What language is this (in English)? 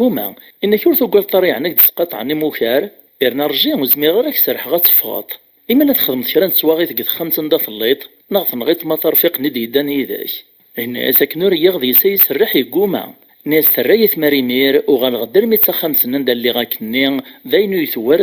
Kabyle